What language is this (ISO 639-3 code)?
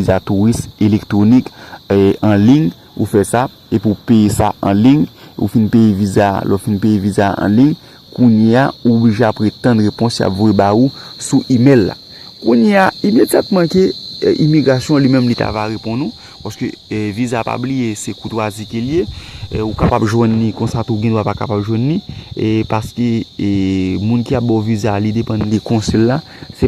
hat